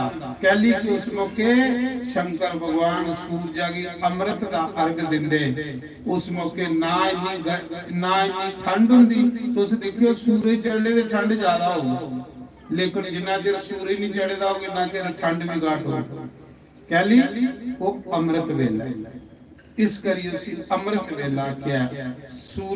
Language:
Dogri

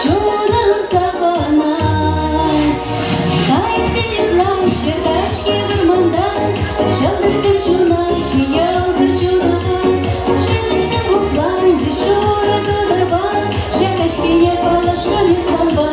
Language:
Chuvash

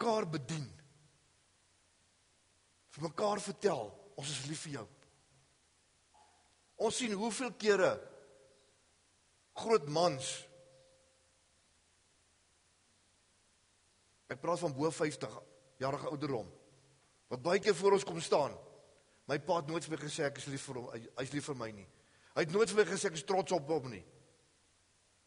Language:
Afrikaans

